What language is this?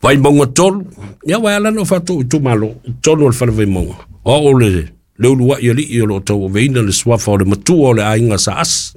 Samoan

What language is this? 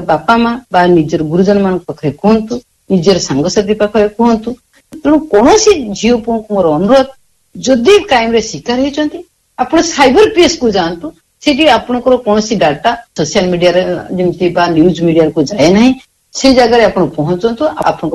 Odia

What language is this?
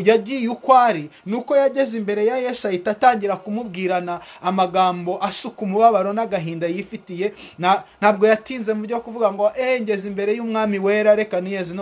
Kinyarwanda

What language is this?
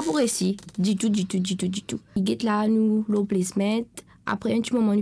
Morisyen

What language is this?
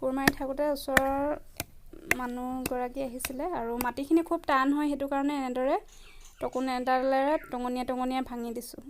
Assamese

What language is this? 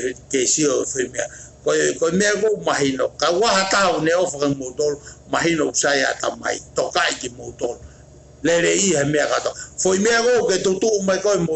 Tongan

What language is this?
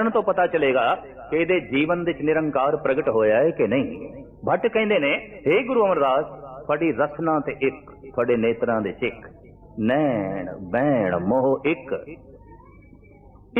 Punjabi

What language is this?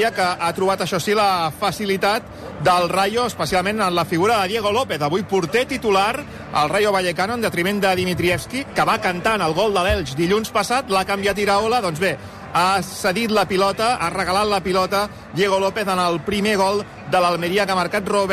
Catalan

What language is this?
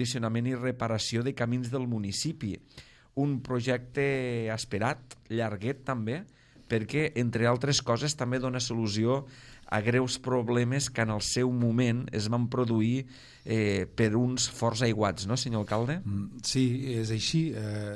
Catalan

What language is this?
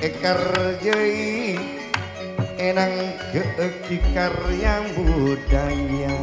Madurese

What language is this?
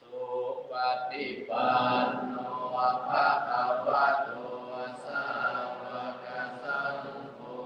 Pali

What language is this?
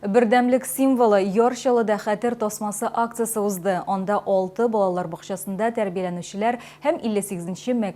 Tatar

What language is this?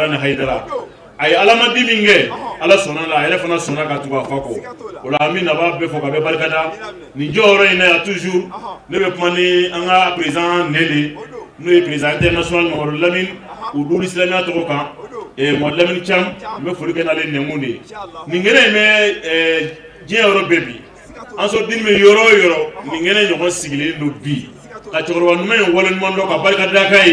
Bambara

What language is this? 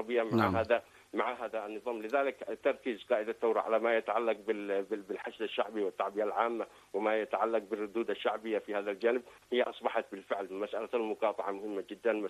Arabic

